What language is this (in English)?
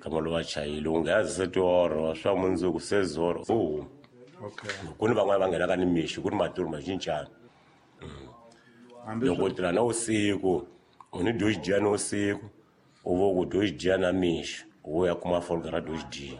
Tsonga